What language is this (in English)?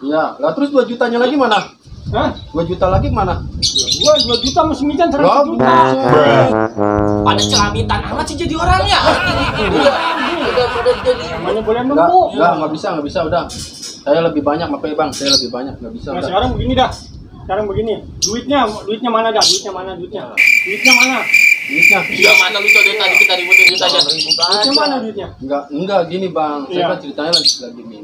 Betawi